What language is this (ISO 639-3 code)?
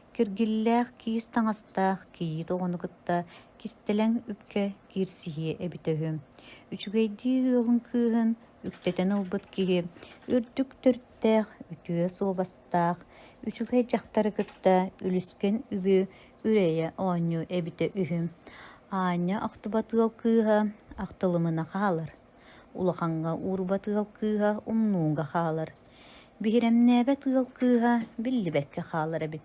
sah